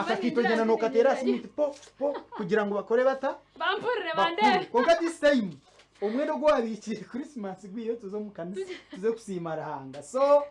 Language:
Nyankole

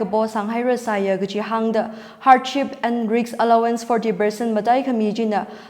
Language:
Tangkhul Naga (India)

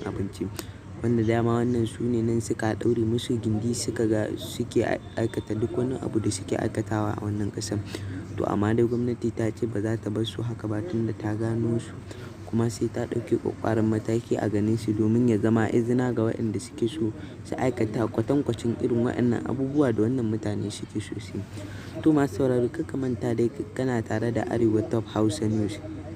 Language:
Hausa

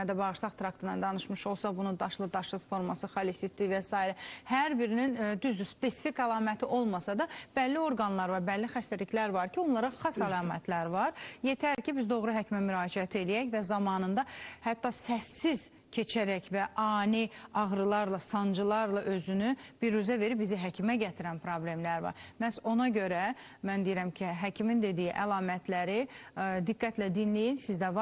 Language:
Azerbaijani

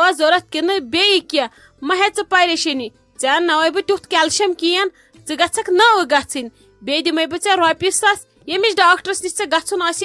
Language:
Kashmiri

